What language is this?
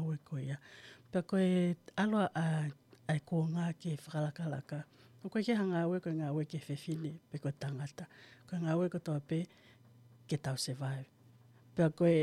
Tongan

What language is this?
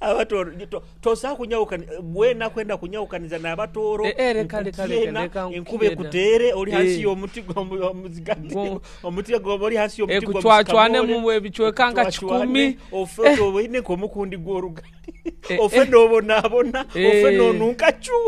Nyoro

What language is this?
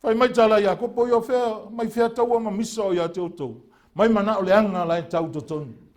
Samoan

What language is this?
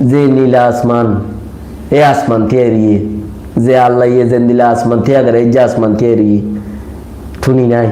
Rohingya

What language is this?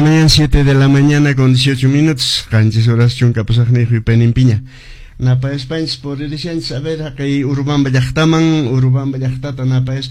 Quechua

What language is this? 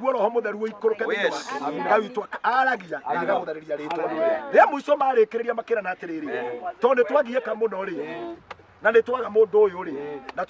Kikuyu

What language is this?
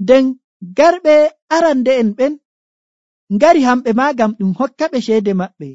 Nigerian Fulfulde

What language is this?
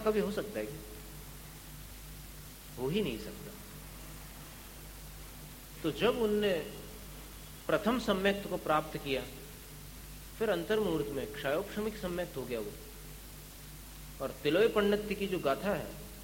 Hindi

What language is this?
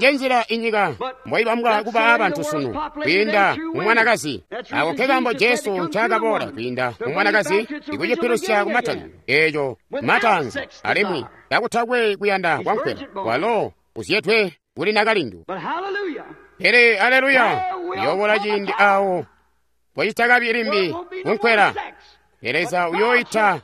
Tonga (Zambia)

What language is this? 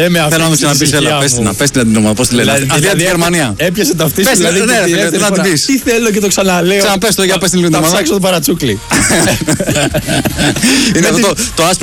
Greek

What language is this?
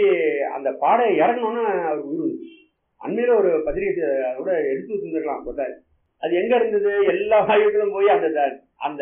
Tamil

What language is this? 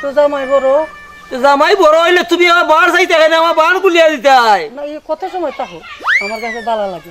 Sylheti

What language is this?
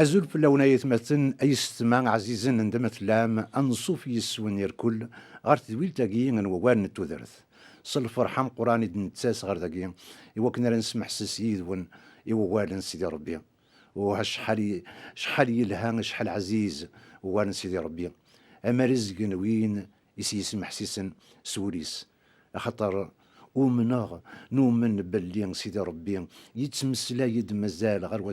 Kabyle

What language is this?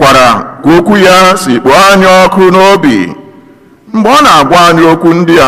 Igbo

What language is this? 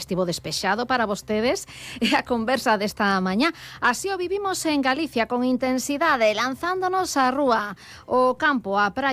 Galician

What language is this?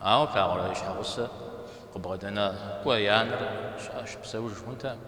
Kabardian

